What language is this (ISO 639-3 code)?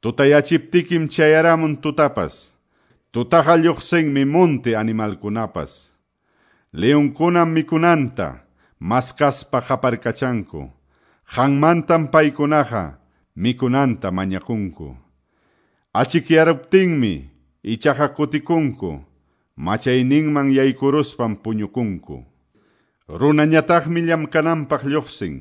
que